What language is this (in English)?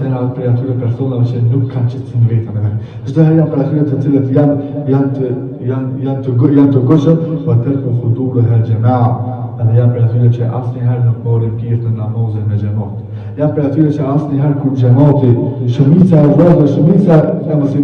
Albanian